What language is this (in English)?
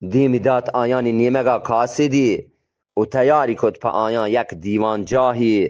Eastern Balochi